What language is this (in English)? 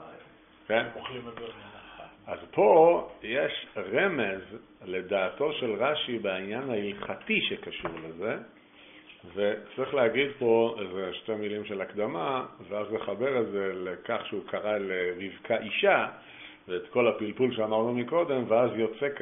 Hebrew